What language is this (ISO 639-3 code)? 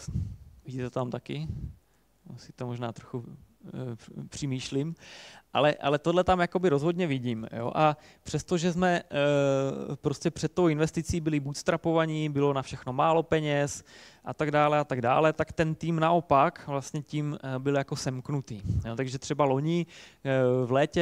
ces